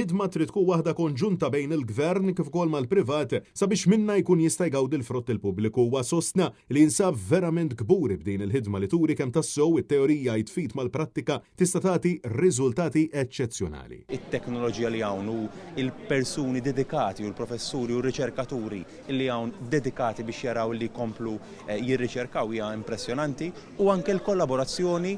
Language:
Maltese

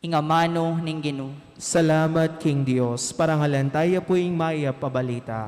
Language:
Pampanga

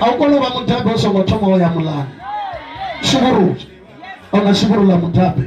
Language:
Venda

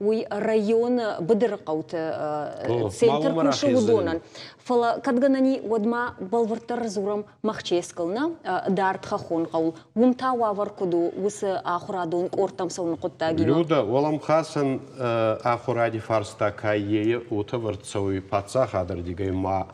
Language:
Ossetic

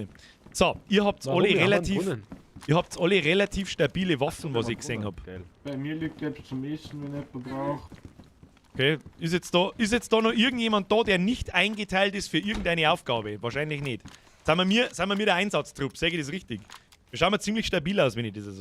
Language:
Bavarian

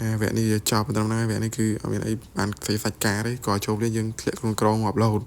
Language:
Khmer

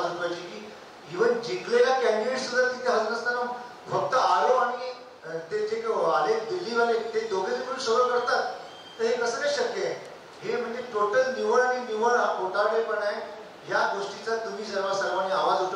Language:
Marathi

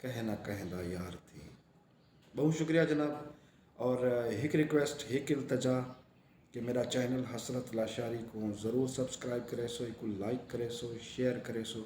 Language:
Saraiki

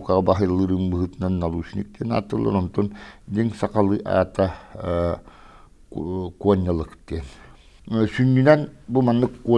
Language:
Yakut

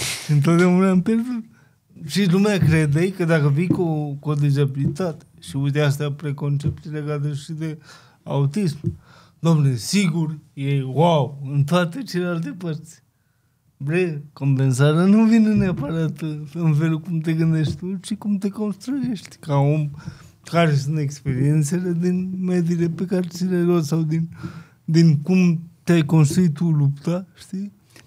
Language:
Romanian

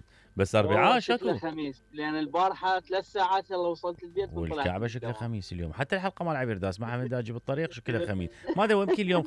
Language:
Mesopotamian Arabic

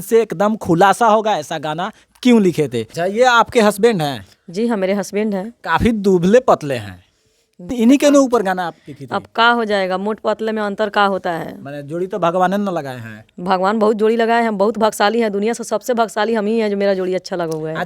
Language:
Bhojpuri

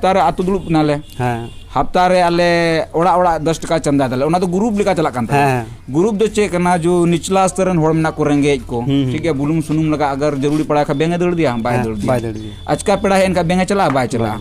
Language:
Santali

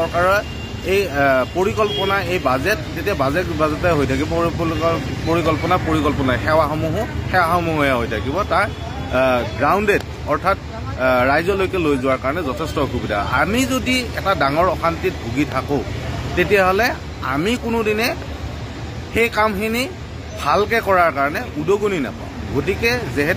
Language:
Assamese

